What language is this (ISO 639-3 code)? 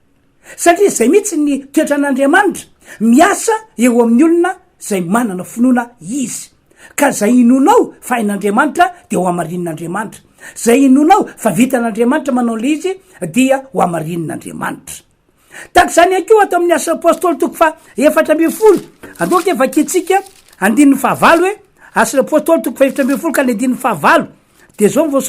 mlg